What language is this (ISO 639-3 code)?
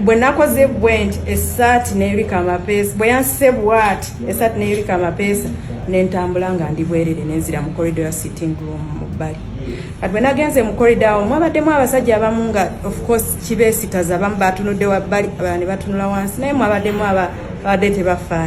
lug